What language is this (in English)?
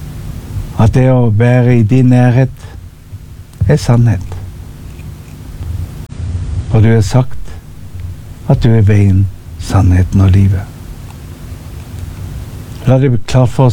Norwegian